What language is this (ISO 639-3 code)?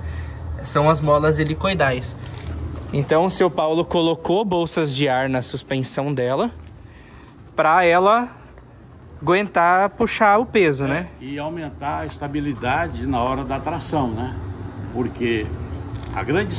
por